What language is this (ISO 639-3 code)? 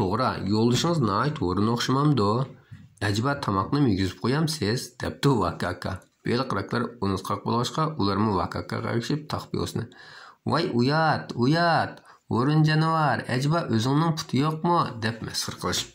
uig